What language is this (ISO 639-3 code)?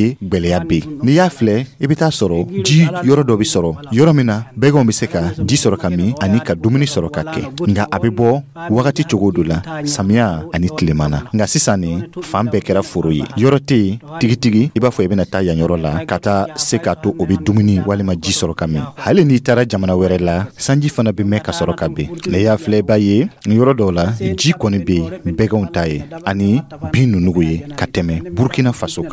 dyu